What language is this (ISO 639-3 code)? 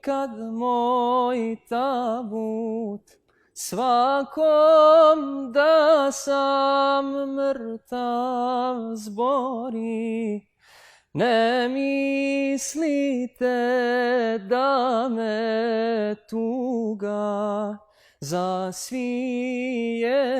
bos